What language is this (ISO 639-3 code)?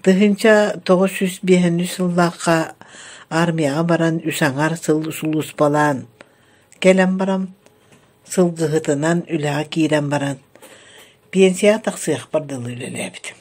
sah